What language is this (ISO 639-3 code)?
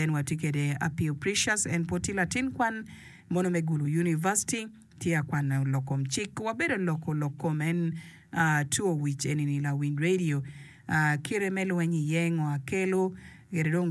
ach